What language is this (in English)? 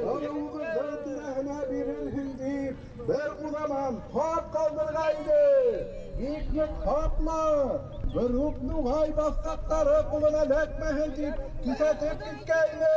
Bashkir